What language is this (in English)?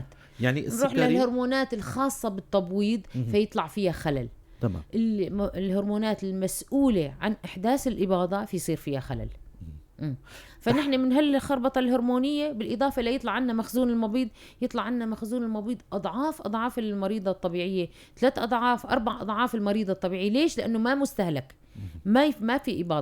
North Levantine Arabic